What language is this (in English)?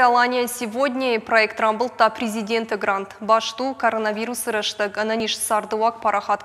Ossetic